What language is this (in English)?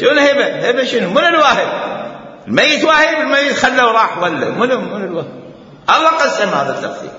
Mesopotamian Arabic